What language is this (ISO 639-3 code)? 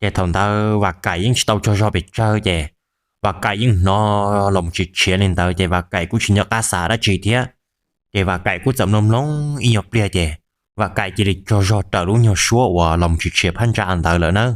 hmn